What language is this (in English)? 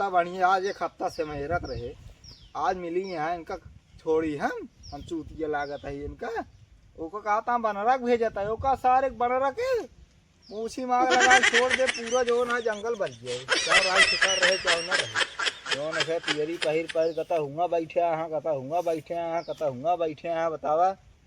Awadhi